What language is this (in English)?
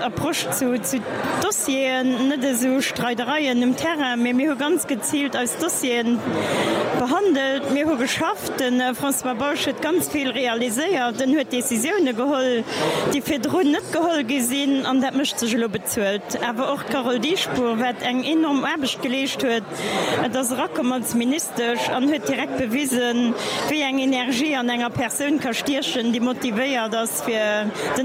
Luxembourgish